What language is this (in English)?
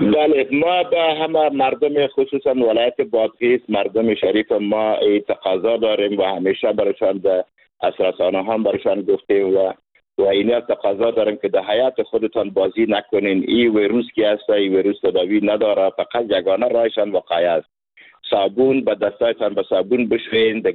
Persian